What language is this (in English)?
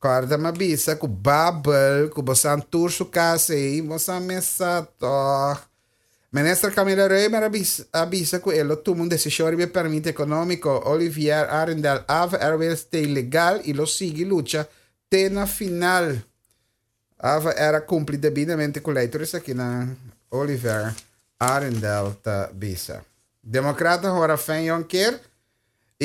Papiamento